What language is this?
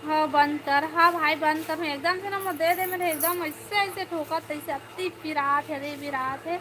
Chhattisgarhi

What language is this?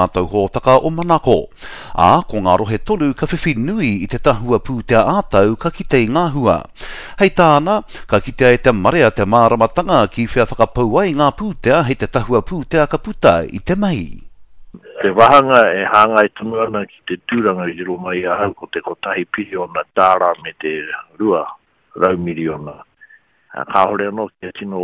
Māori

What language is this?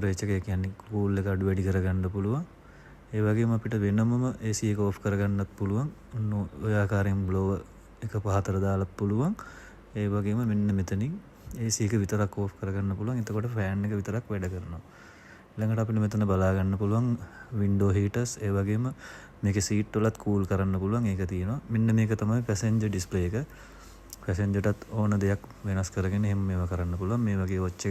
Sinhala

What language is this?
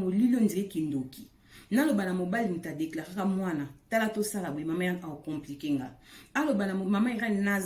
Lingala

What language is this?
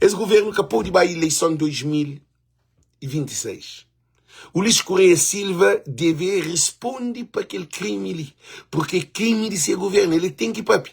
Kabuverdianu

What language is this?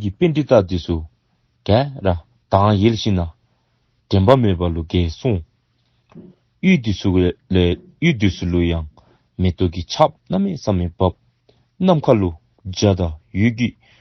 Dzongkha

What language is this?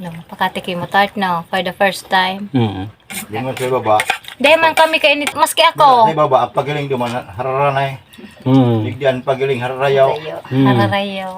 Bikol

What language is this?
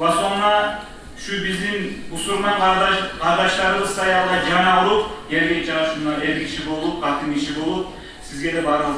Kumyk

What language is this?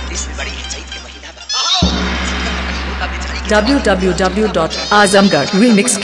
Bhojpuri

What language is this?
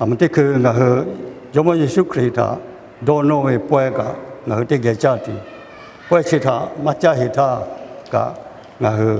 Lahu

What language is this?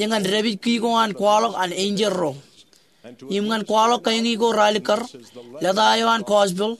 Marshallese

